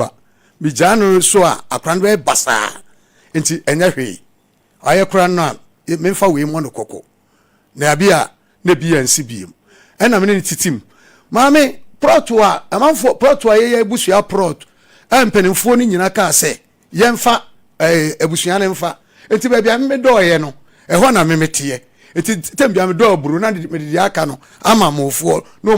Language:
Akan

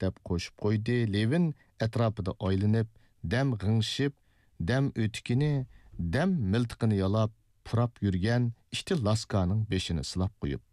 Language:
Uyghur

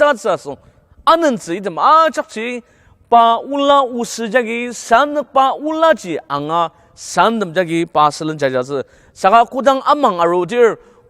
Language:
Ao Naga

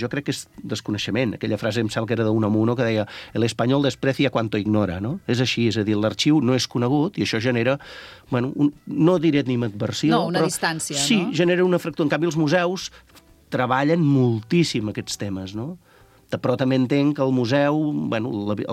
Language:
Catalan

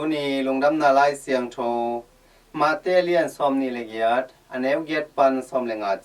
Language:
Tedim Chin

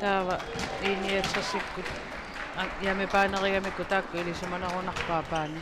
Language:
Kalaallisut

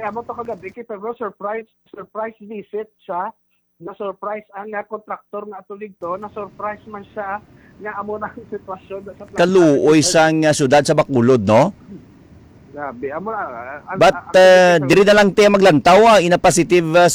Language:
Hiligaynon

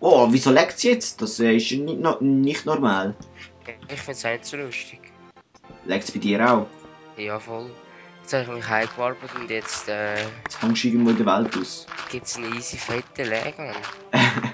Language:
Swiss German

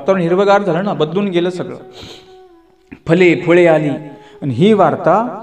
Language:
Marathi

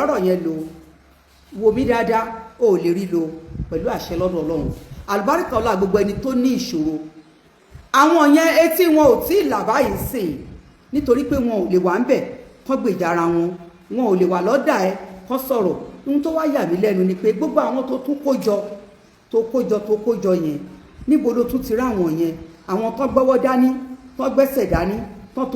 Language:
Yoruba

